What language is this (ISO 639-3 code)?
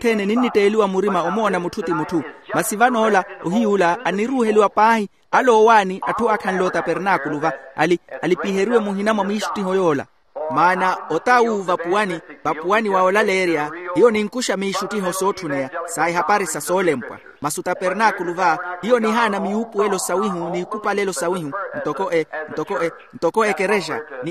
vmw